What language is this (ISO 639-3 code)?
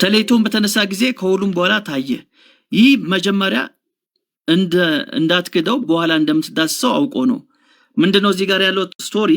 amh